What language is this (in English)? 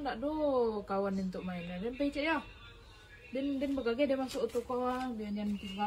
Minangkabau